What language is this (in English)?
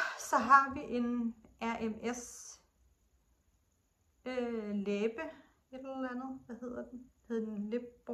Danish